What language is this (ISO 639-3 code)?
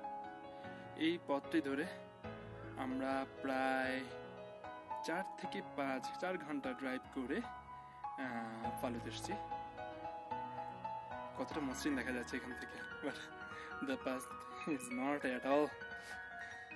ben